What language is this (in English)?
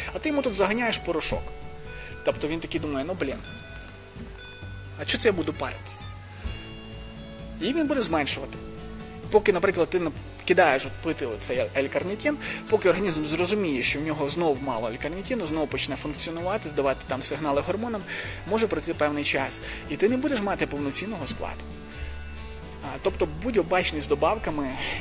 Ukrainian